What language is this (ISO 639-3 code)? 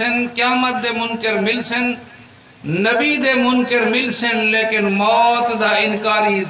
skr